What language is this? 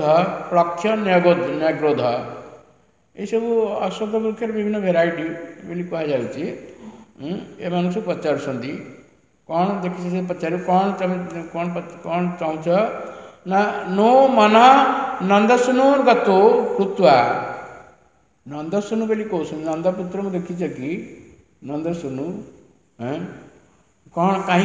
Odia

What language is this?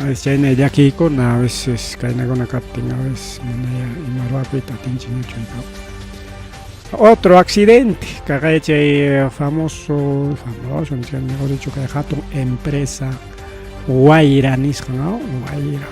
Ayacucho Quechua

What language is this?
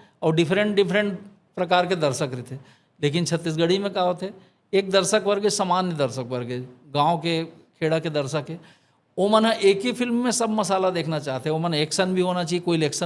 Chhattisgarhi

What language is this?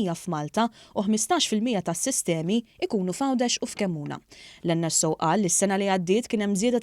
Maltese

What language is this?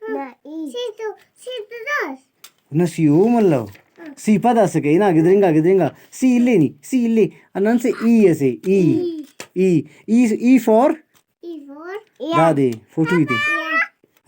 Brahui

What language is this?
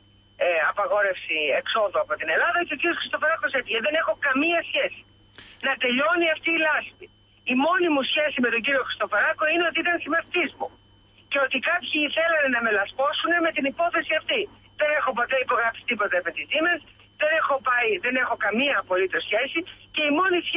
Greek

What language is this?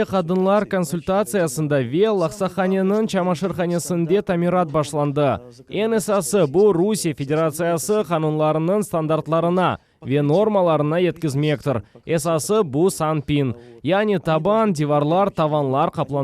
Crimean Tatar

